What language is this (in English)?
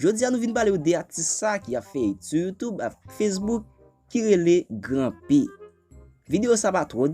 Haitian Creole